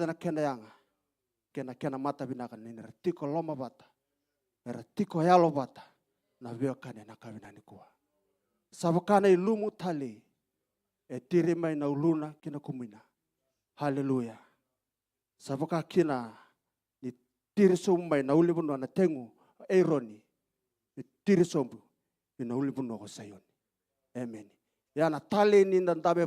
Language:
Fijian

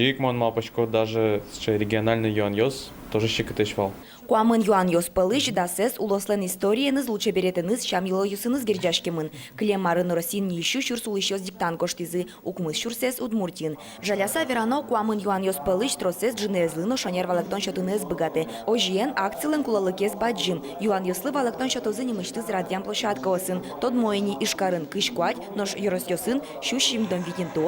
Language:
Udmurt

